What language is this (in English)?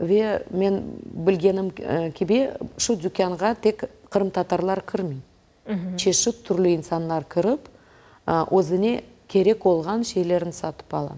Crimean Tatar